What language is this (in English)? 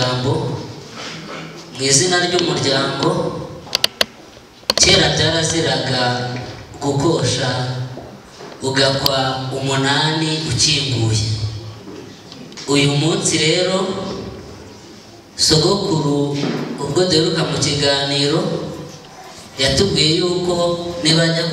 Kinyarwanda